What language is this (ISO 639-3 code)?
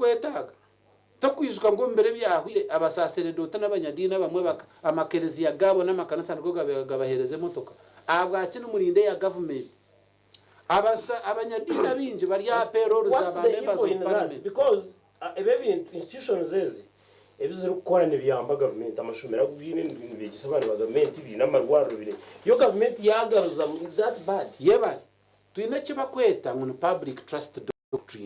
nyn